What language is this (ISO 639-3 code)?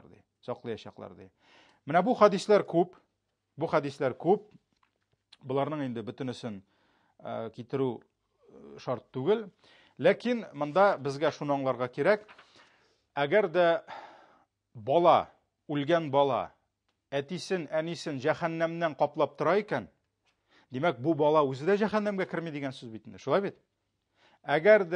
tat